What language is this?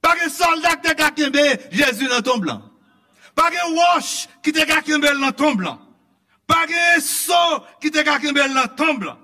Haitian Creole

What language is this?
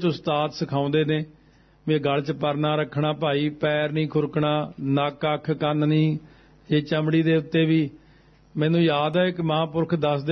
Punjabi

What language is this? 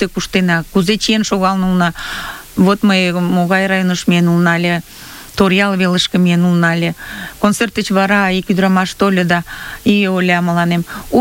Mari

